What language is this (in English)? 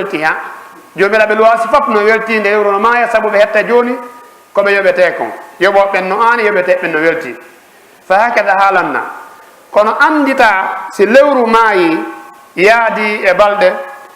Fula